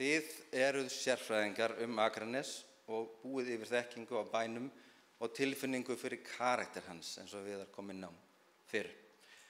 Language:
Icelandic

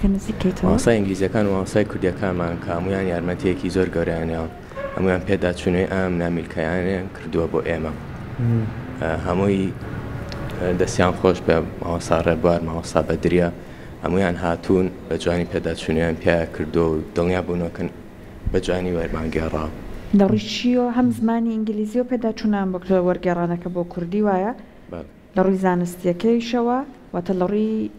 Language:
Central Kurdish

